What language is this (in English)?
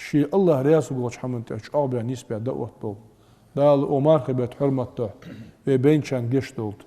Ingush